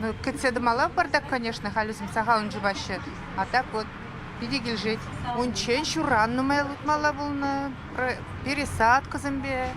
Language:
Chuvash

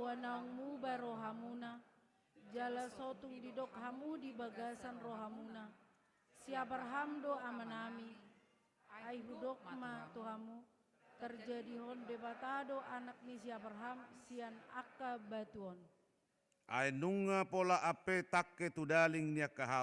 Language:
Batak Toba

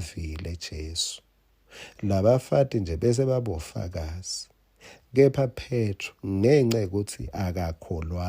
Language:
Swati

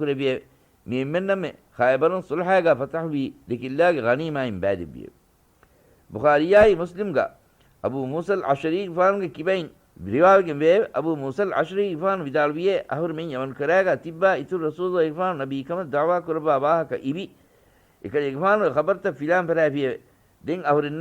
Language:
Divehi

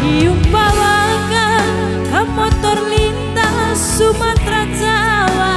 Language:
Batak Karo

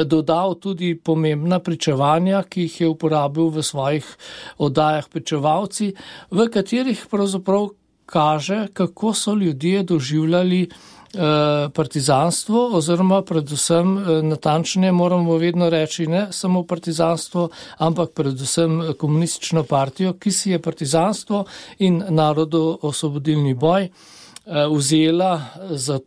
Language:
Slovenian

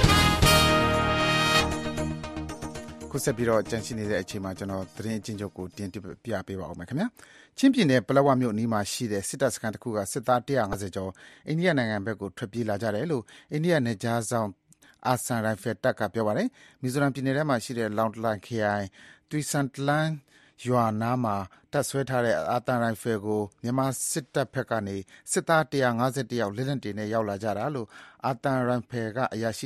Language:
Burmese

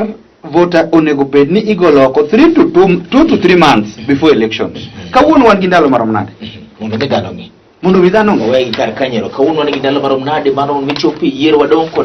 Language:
Luo (Kenya and Tanzania)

